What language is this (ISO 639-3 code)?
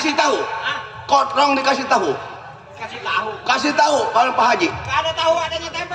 bew